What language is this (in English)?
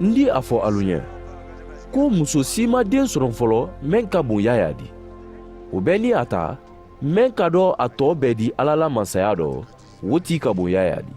Mandingo